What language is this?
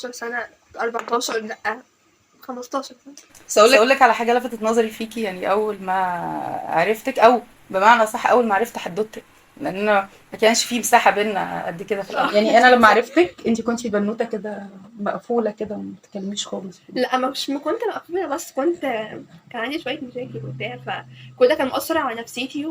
Egyptian Arabic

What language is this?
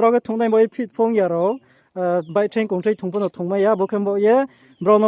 Riang (India)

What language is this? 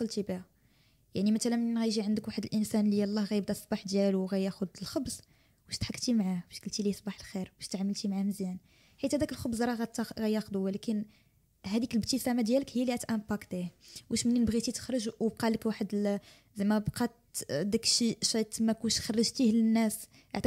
Moroccan Arabic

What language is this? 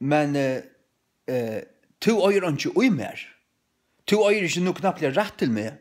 Faroese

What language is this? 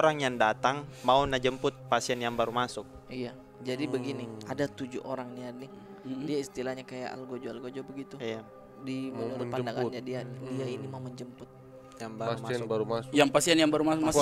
Makassar Malay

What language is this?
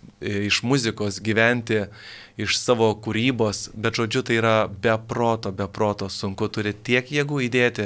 Lithuanian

